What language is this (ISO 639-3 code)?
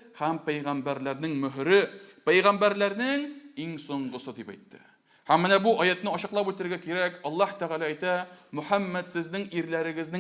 tat